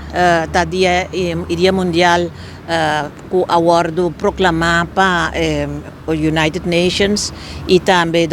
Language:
Papiamento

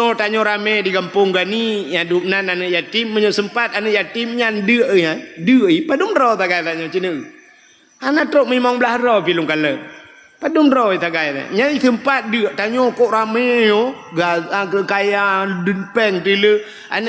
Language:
Achinese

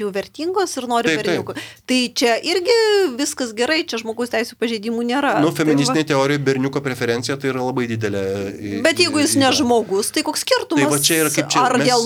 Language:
Lithuanian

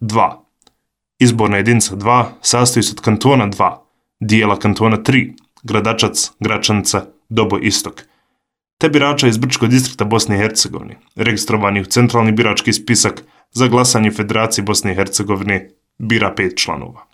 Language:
Bosnian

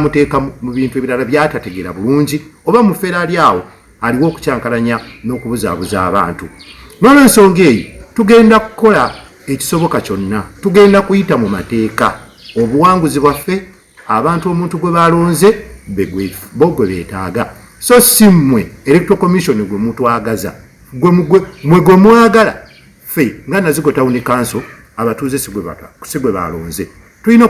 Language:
Ganda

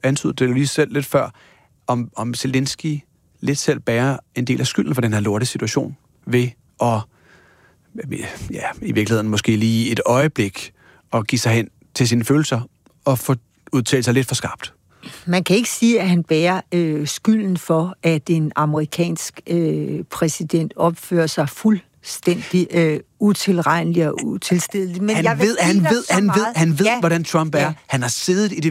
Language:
Danish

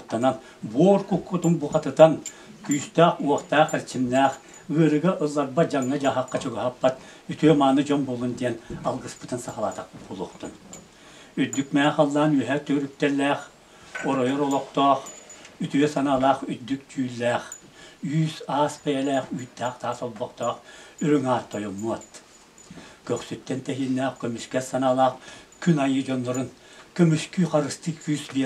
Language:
Yakut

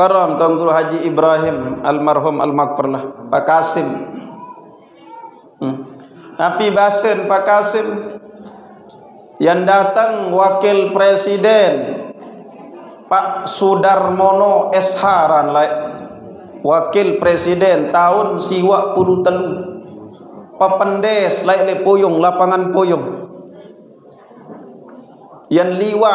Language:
Sasak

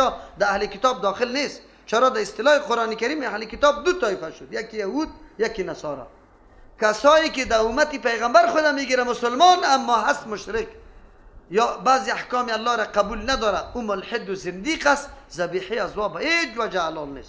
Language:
Persian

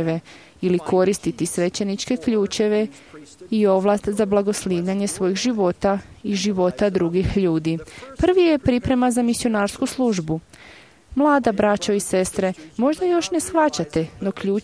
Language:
Croatian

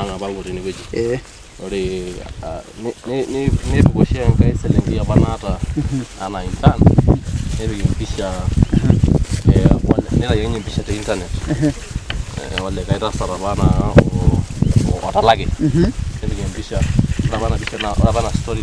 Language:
Masai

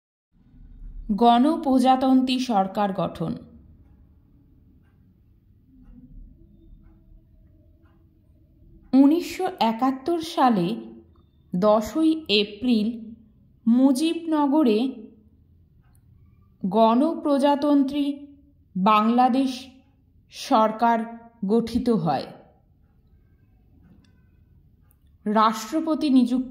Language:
Bangla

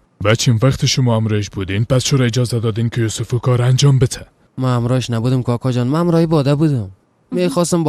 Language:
Persian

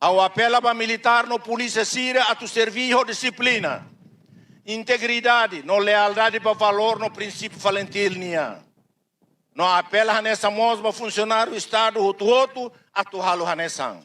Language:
Tetum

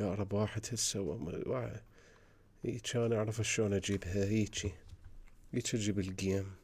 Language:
Mesopotamian Arabic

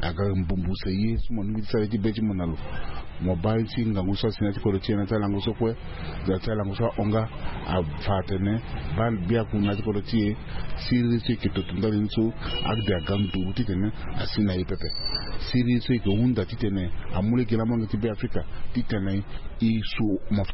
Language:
Sango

